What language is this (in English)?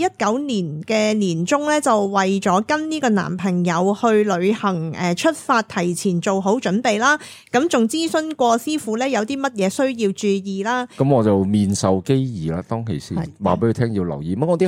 Cantonese